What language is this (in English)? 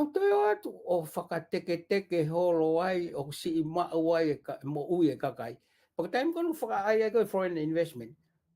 Tongan